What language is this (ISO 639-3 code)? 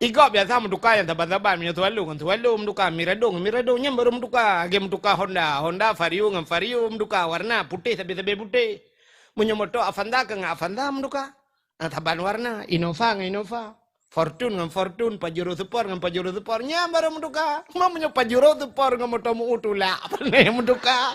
ace